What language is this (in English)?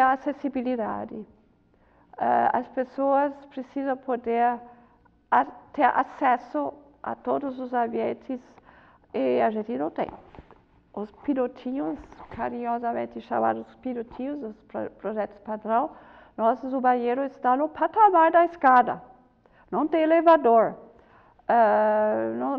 Portuguese